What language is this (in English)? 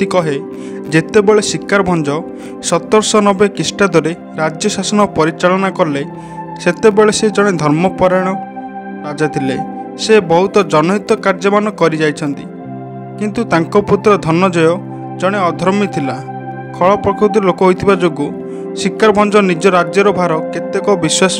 Odia